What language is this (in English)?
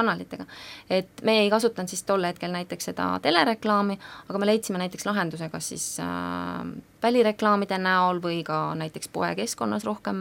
Estonian